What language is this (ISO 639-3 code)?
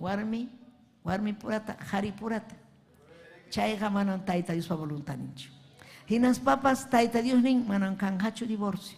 quy